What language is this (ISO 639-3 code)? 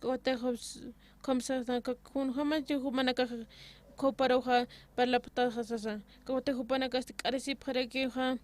aym